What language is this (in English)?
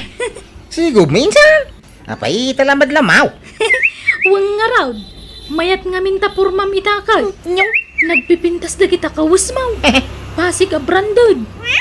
Iloko